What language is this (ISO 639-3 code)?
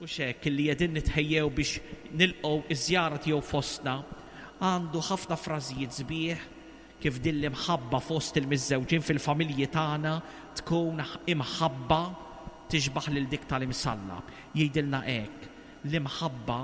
mlt